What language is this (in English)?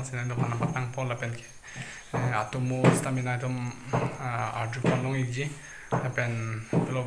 Karbi